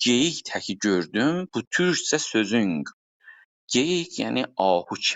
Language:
South Azerbaijani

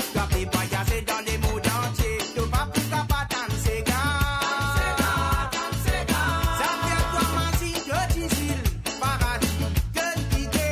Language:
Morisyen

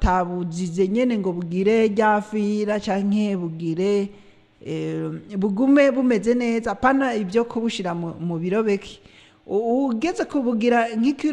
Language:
Rundi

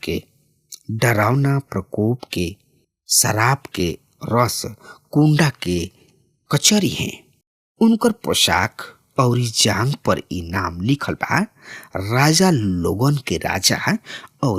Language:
Bhojpuri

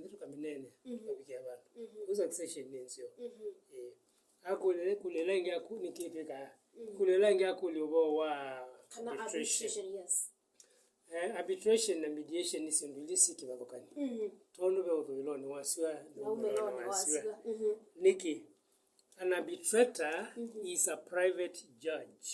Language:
Kamba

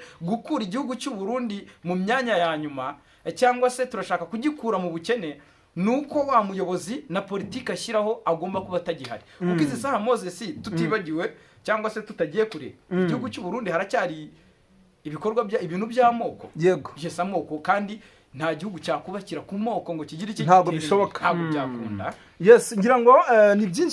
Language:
Kinyarwanda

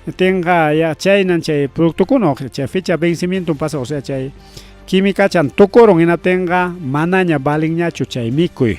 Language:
Ayacucho Quechua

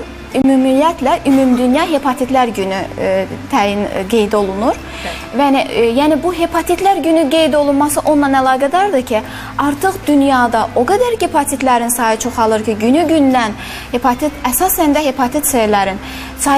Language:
Azerbaijani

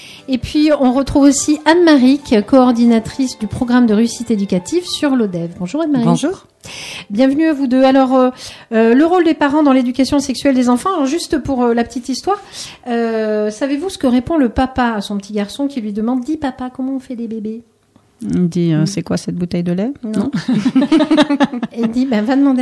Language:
French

